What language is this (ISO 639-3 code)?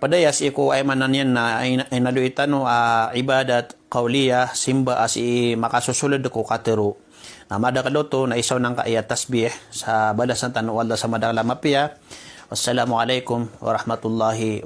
mrw